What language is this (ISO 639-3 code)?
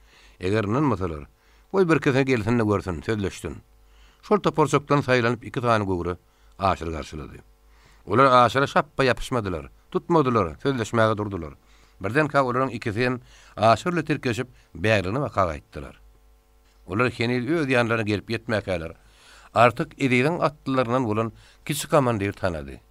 tuk